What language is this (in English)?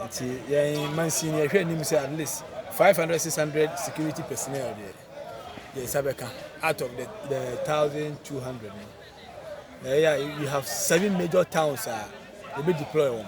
Akan